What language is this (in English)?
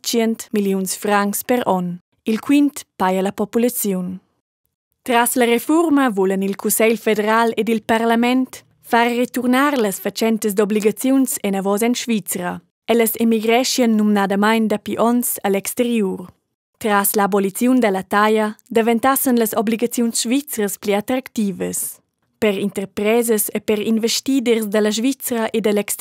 Romansh